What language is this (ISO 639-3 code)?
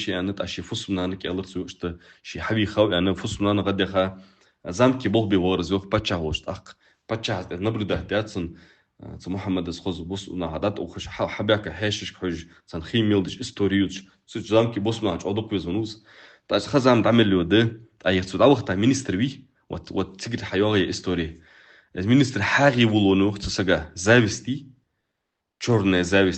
inh